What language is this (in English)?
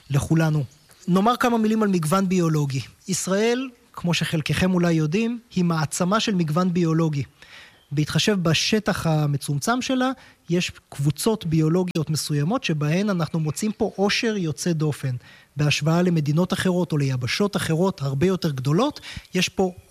Hebrew